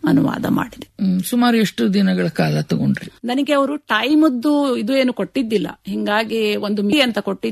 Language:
Kannada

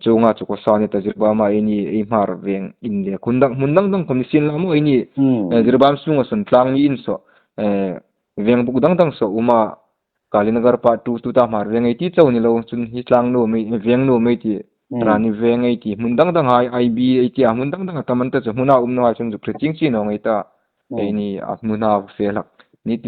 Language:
Hmar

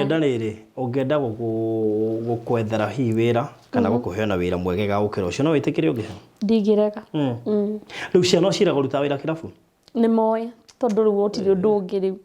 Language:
Kikuyu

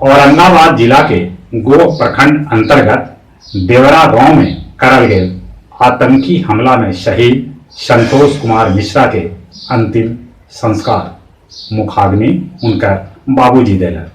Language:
Magahi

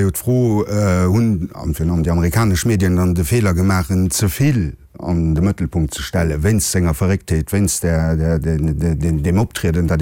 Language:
Luxembourgish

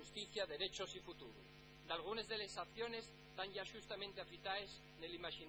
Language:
Asturian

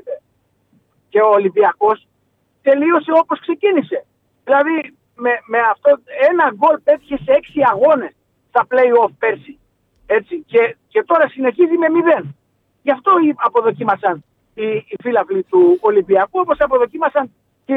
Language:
Greek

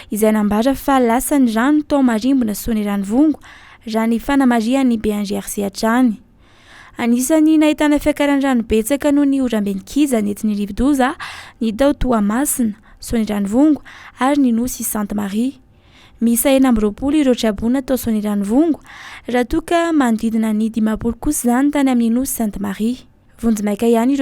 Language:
Malagasy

